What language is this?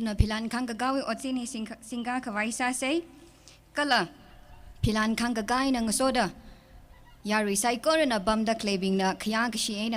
Tangkhul Naga (India)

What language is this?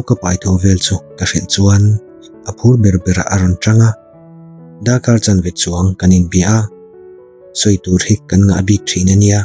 Mizo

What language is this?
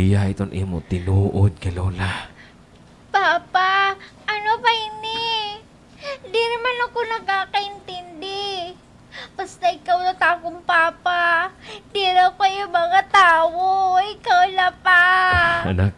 Waray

